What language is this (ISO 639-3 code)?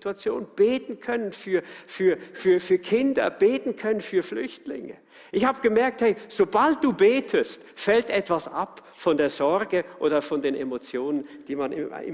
gsw